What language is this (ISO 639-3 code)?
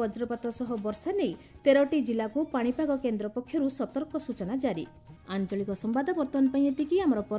ori